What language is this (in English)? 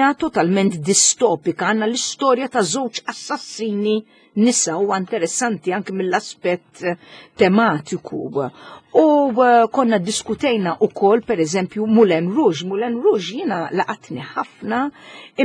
Maltese